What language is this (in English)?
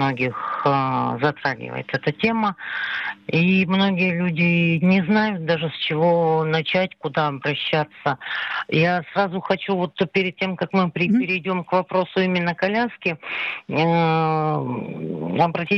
Russian